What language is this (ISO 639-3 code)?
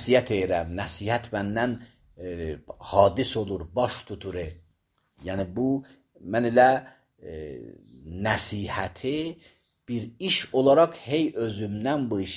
aze